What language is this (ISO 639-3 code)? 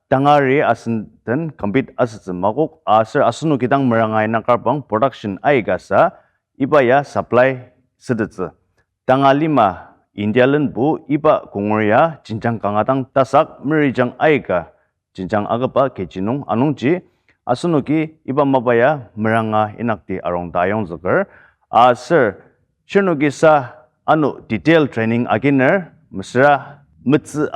njo